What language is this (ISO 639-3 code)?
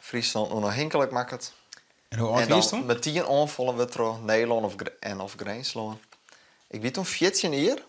fry